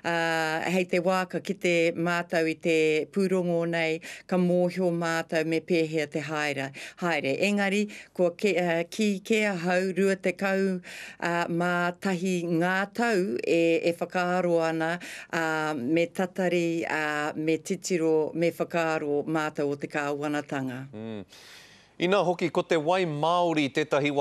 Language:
Māori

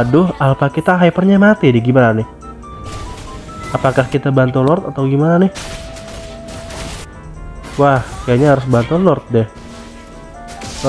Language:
Indonesian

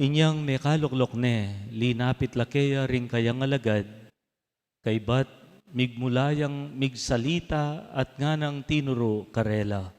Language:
Pampanga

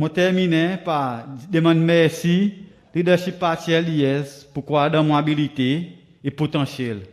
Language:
Seselwa Creole French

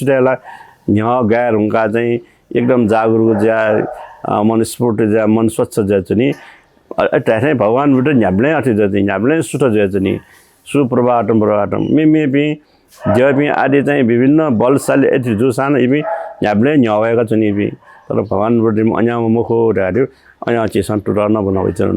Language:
Newari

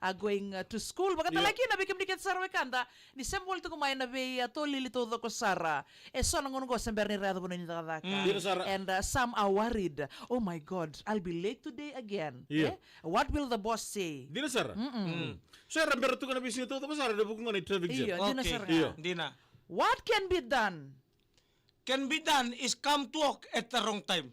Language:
Fijian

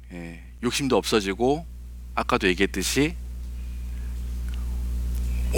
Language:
Korean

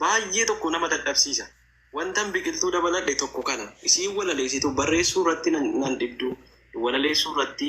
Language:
Oromo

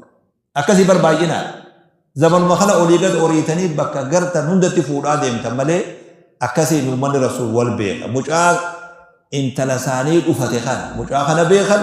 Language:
Oromo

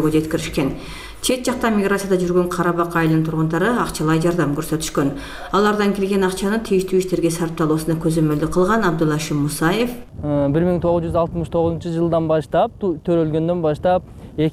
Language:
Kyrgyz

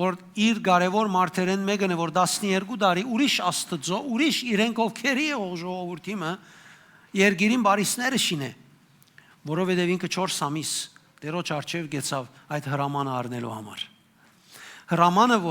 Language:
Western Armenian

